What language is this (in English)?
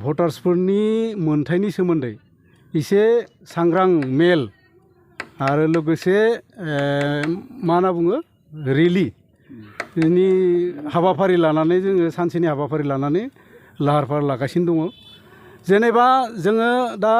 Bodo